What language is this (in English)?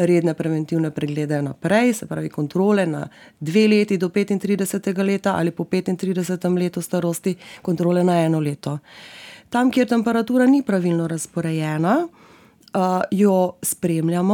Slovenian